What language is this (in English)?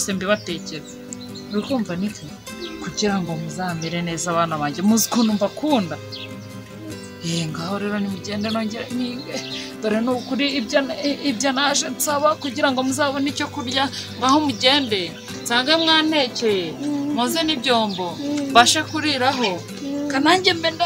Kinyarwanda